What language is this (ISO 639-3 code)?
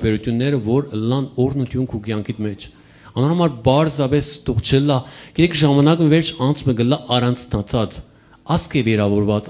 hyw